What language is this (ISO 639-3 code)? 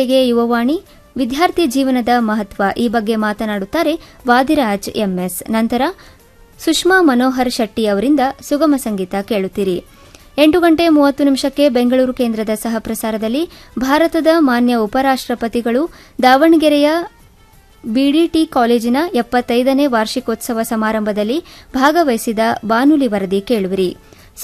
kan